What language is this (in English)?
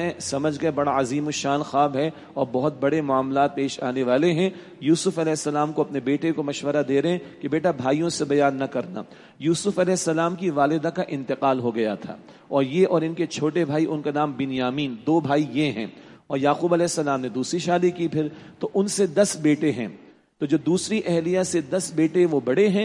Urdu